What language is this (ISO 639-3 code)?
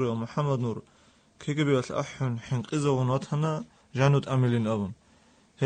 ava